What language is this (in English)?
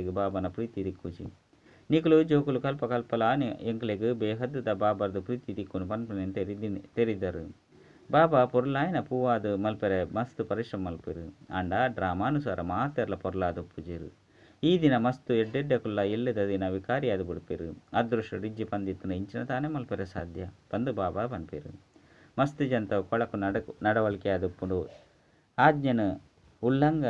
Tulu